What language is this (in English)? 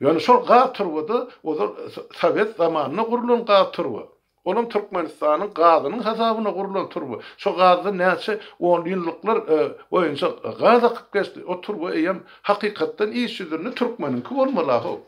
Turkmen